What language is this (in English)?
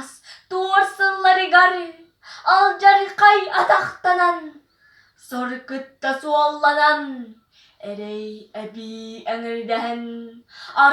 Yakut